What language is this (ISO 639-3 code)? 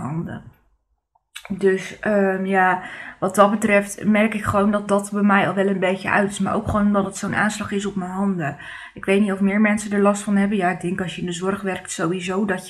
nld